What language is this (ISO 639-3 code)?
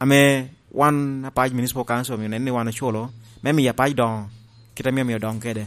laj